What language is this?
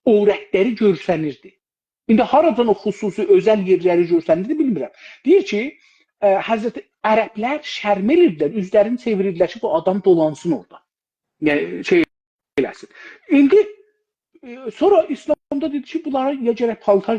South Azerbaijani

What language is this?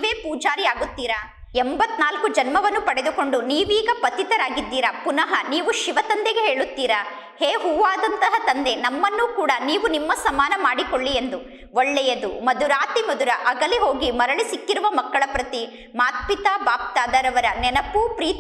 Kannada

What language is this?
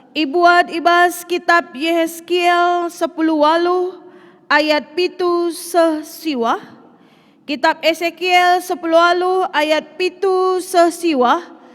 Batak Karo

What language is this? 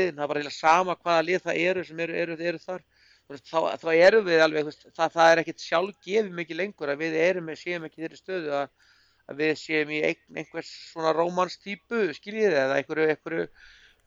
Icelandic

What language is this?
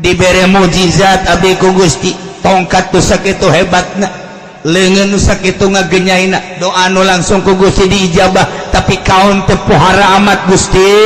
Sundanese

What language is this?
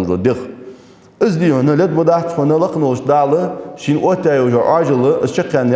Ingush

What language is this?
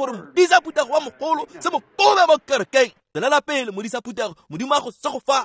Tswana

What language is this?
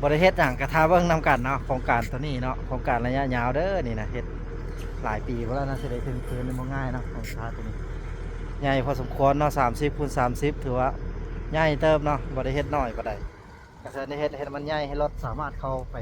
Lao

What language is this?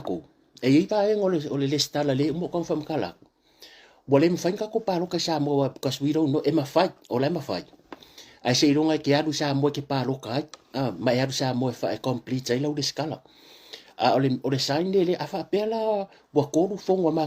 Samoan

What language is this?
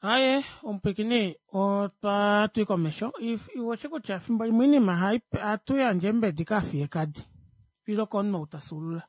Kuanyama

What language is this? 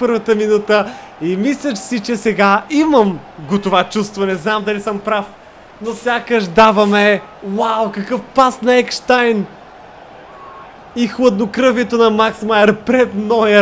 Bulgarian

